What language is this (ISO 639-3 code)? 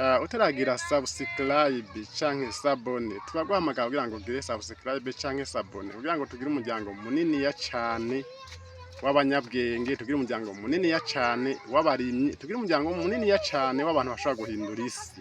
run